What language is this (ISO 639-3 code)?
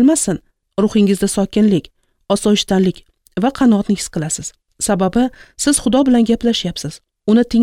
uzb